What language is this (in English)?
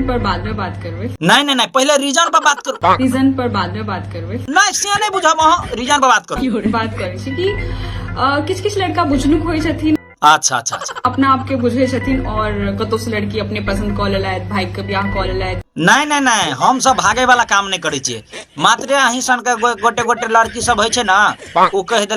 Maithili